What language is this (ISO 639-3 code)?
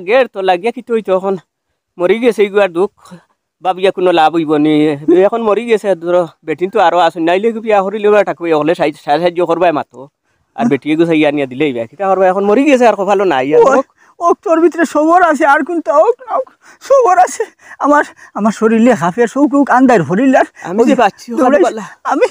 syl